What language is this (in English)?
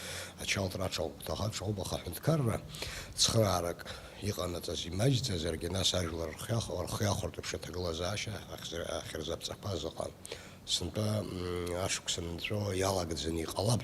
Abkhazian